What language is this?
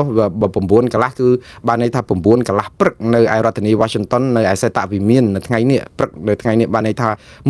Khmer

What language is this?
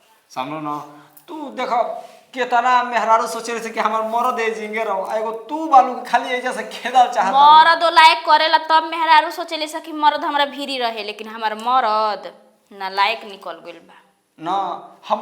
Bhojpuri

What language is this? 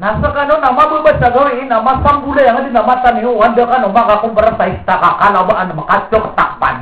Maranao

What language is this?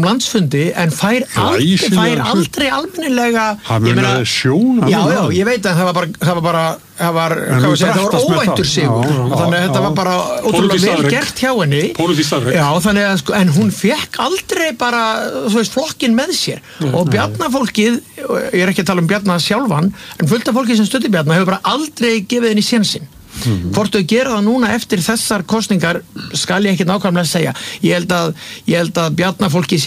Icelandic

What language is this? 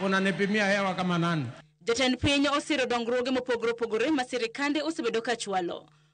Luo (Kenya and Tanzania)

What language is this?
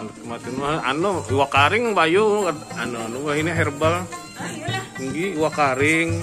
Banjar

